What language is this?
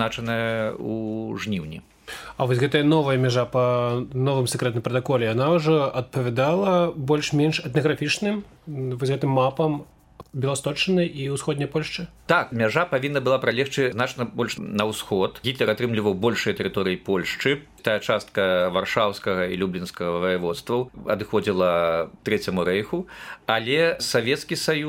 Belarusian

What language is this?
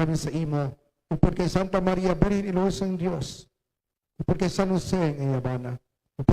Hiligaynon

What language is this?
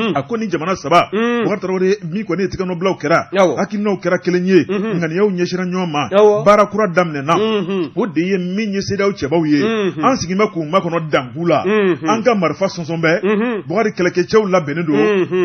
Bambara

